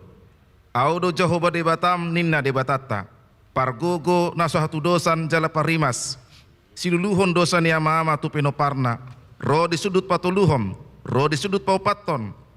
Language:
Batak Toba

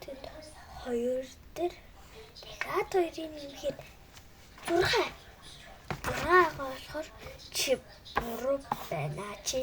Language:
Mongolian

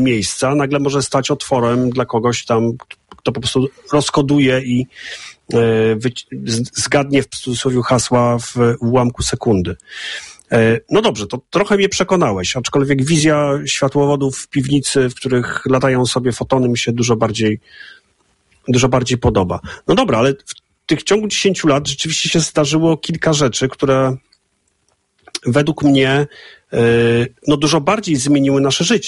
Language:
Polish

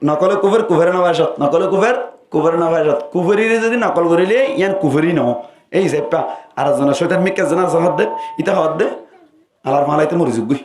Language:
Rohingya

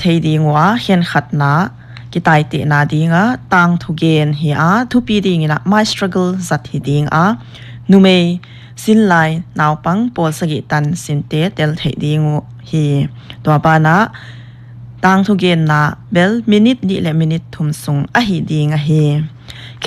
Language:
Paite Chin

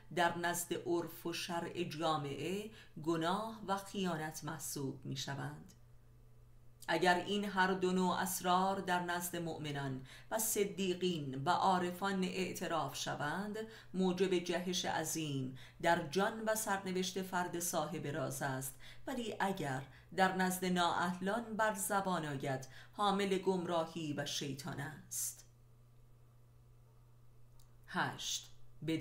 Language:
Persian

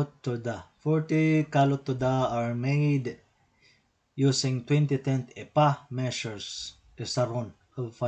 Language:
Waray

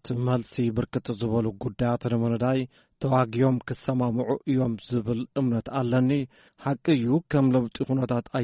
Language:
Tigrinya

